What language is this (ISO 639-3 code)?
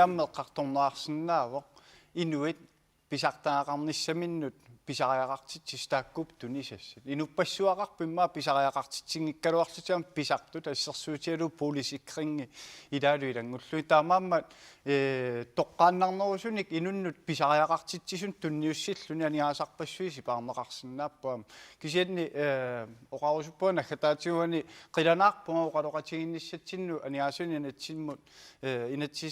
kal